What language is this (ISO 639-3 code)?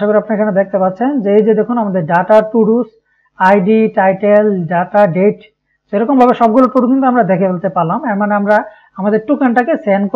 ben